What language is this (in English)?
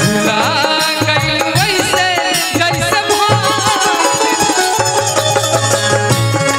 Bhojpuri